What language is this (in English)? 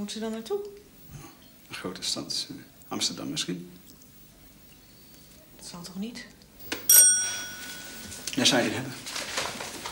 Dutch